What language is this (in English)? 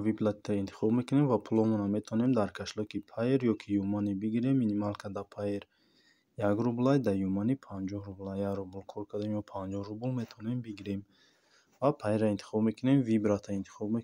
Tajik